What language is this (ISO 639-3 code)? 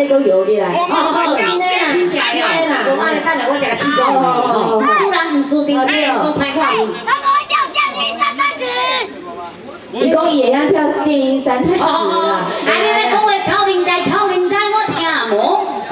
nan